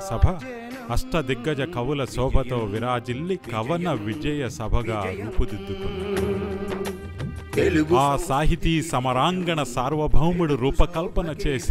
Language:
Telugu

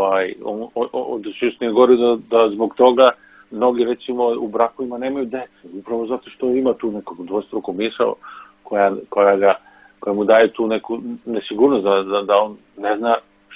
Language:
Serbian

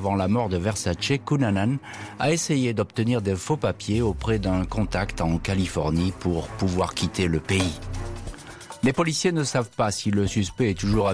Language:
French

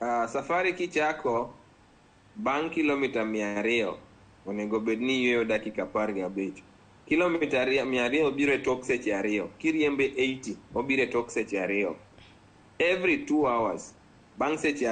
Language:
Luo (Kenya and Tanzania)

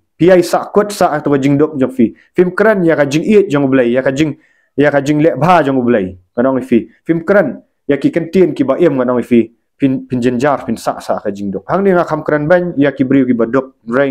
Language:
Khasi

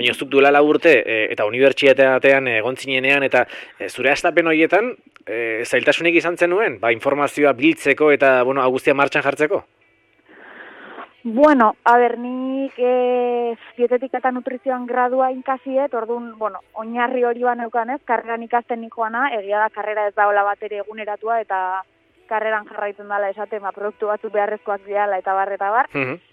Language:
Basque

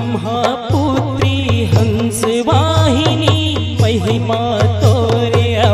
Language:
Chhattisgarhi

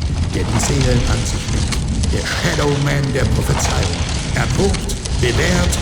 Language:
Bavarian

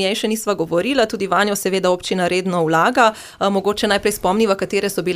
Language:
Slovenian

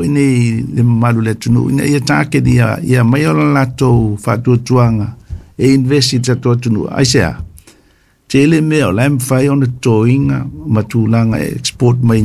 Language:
Samoan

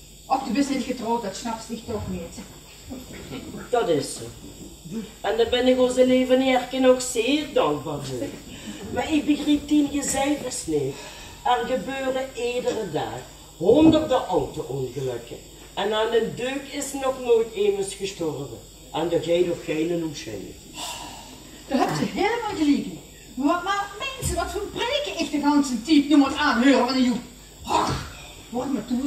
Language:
Dutch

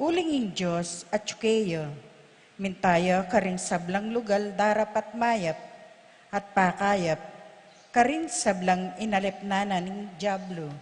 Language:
Pampanga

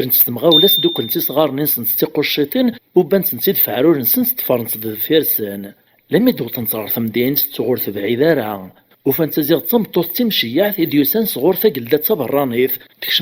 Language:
Kabyle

